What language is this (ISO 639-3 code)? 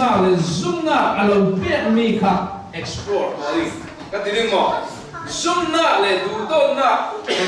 cfm